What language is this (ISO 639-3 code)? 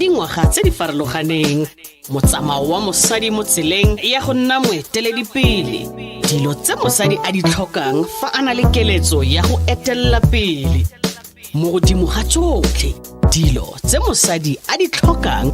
tsn